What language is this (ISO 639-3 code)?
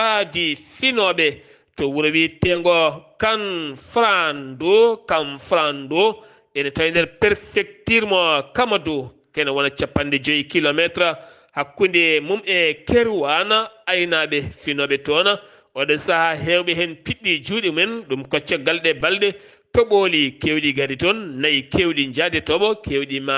ful